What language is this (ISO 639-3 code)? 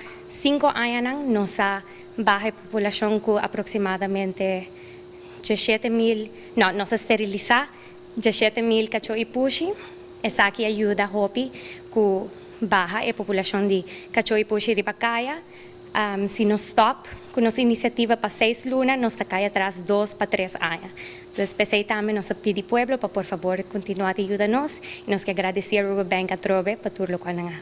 pap